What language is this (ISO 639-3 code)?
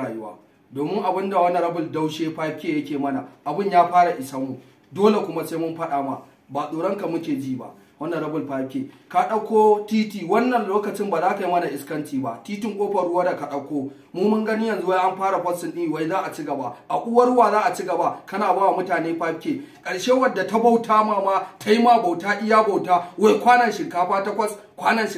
hau